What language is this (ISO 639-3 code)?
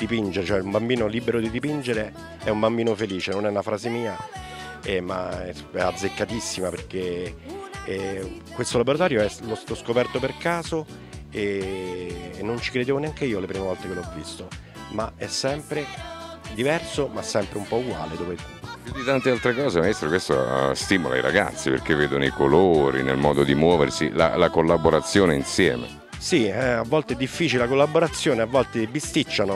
ita